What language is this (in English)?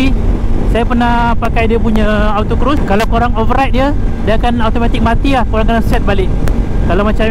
Malay